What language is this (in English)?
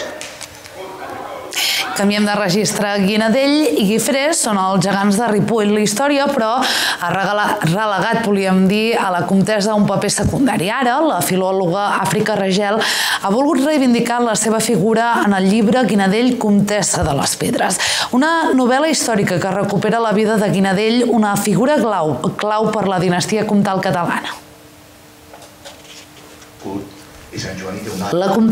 Catalan